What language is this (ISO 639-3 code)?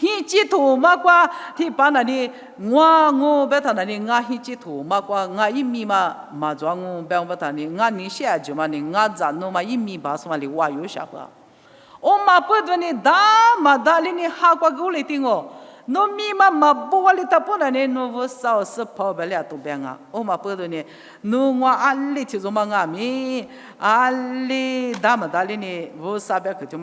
lis